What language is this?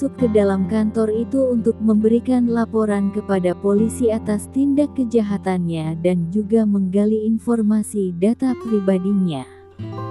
Indonesian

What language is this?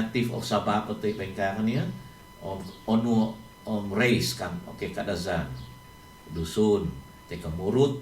Central Dusun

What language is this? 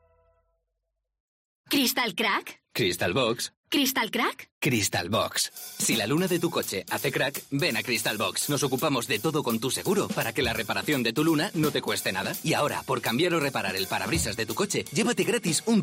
Spanish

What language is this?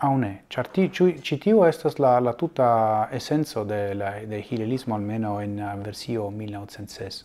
Esperanto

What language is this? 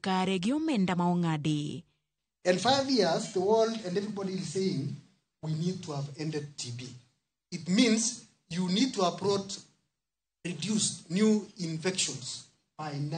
Luo (Kenya and Tanzania)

